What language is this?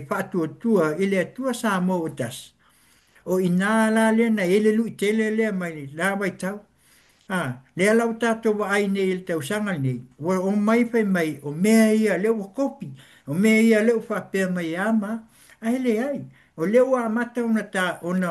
Samoan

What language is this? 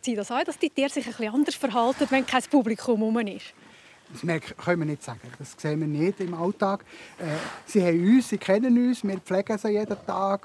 Swiss German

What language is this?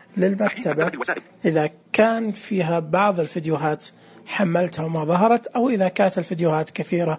Najdi Arabic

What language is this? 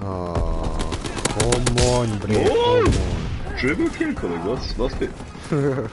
Swiss German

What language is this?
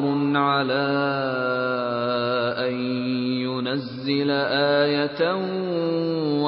Urdu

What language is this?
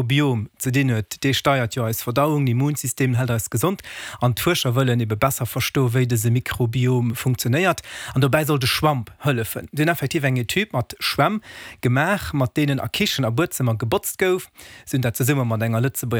Luxembourgish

